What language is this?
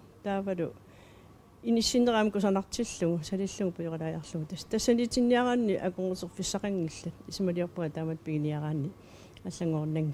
Kalaallisut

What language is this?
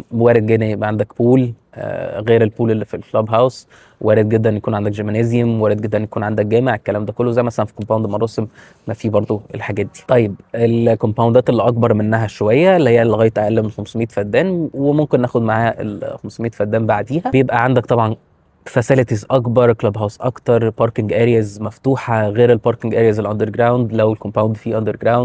Egyptian Arabic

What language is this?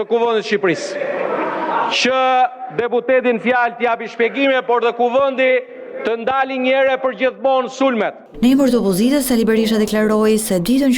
Albanian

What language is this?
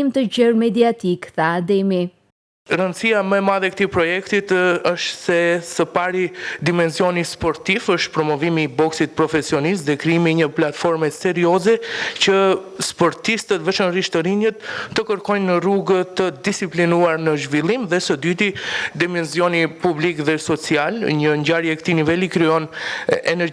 Albanian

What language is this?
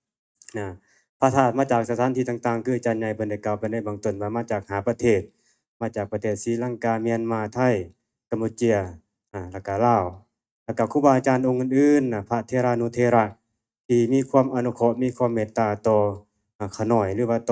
Northeastern Thai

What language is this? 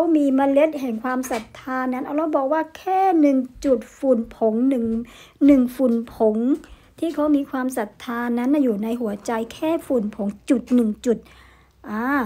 Thai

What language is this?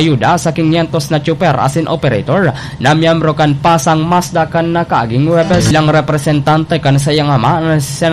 Bikol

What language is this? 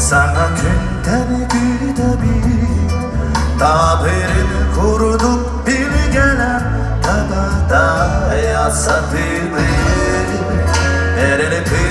Yakut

